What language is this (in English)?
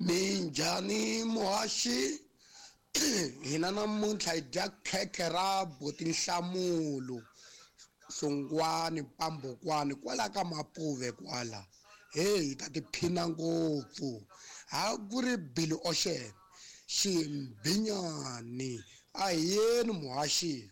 Tsonga